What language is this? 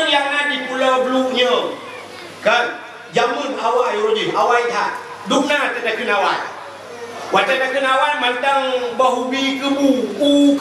Achinese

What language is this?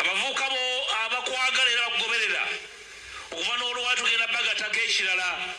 Ganda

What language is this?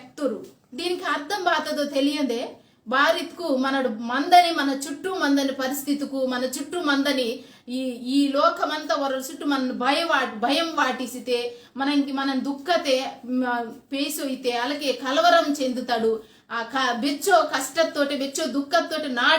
Koya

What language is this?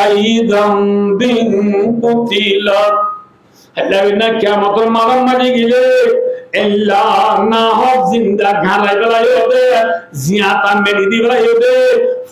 Rohingya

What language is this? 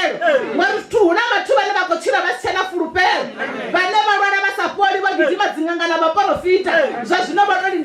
Venda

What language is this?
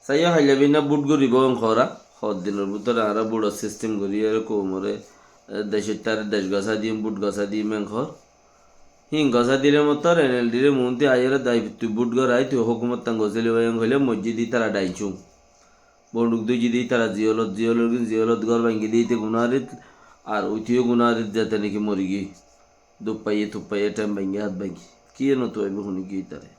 Rohingya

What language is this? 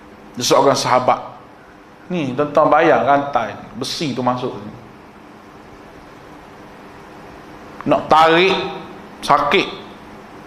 Malay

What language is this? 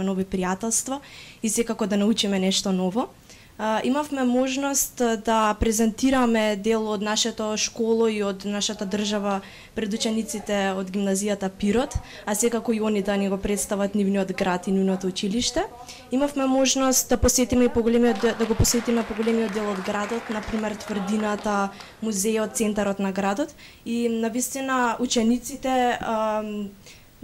Macedonian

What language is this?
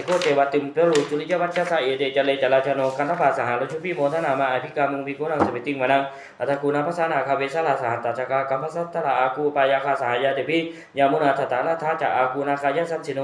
Pali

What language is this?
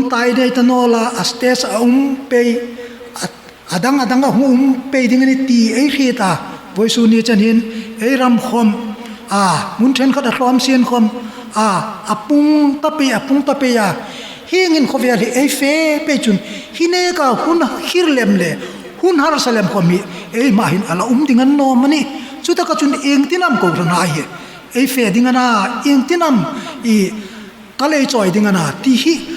Hmar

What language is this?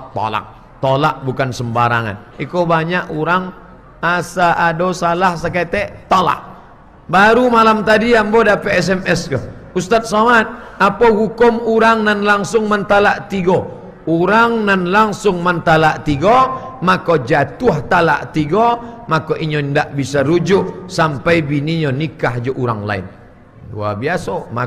Minangkabau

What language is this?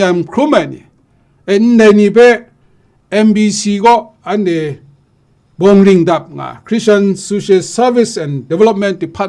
Kachin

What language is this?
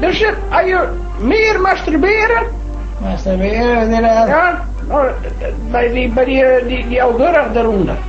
Western Frisian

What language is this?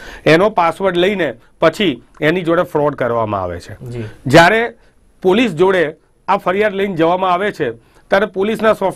Gujarati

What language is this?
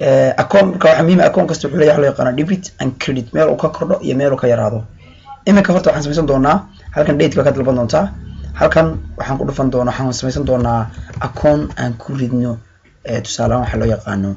Somali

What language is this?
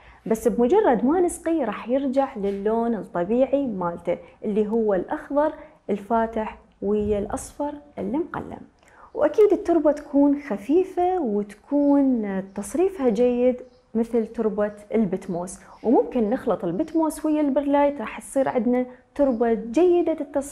Mesopotamian Arabic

